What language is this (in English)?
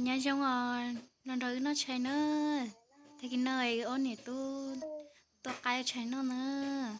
Hmong